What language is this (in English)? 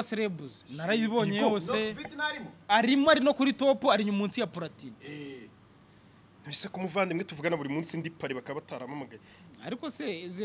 Kinyarwanda